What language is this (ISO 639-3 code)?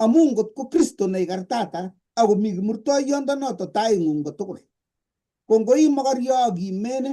kln